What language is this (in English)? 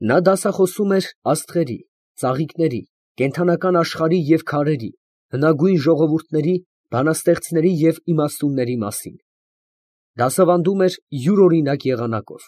Armenian